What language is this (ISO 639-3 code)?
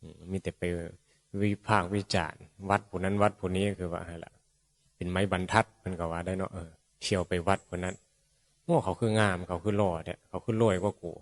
tts